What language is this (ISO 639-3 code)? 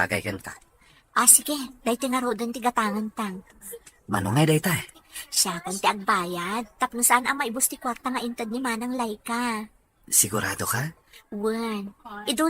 ilo